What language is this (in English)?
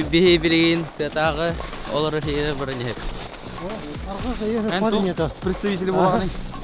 Yakut